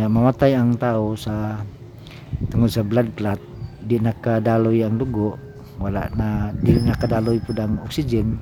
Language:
Cebuano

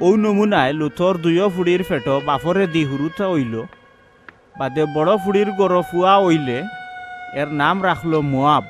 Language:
Sylheti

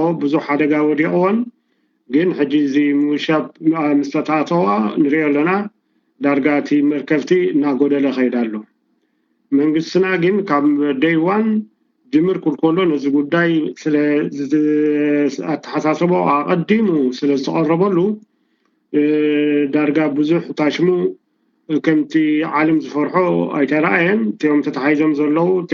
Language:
Tigrinya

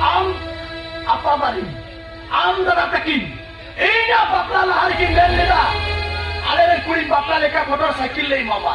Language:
Santali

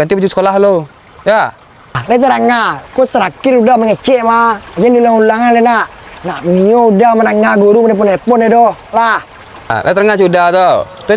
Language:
Minangkabau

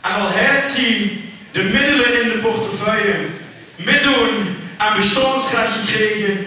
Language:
Limburgish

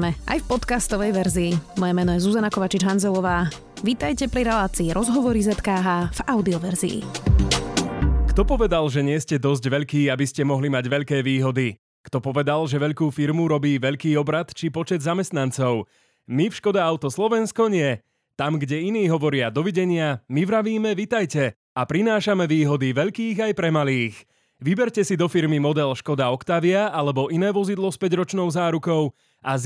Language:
Slovak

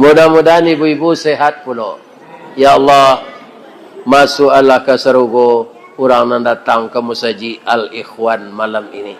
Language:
Minangkabau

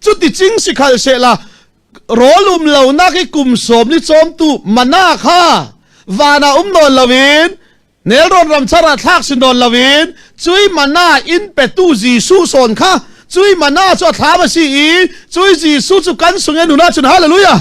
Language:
Falam Chin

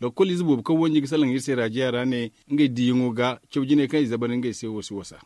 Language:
Zarma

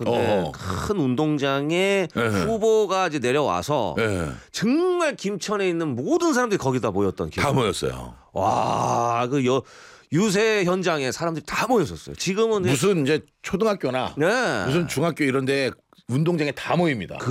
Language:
Korean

